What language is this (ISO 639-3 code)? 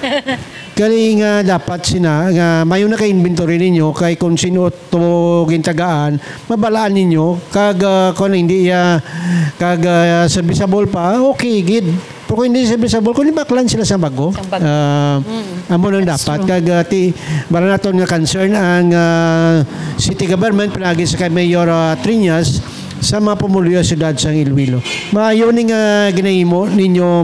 hil